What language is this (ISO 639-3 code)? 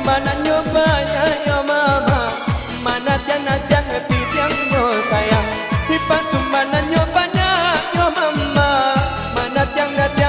min